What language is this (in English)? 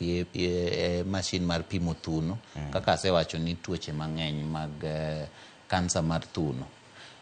Luo (Kenya and Tanzania)